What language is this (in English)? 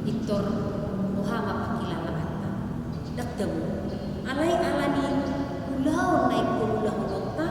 Batak Toba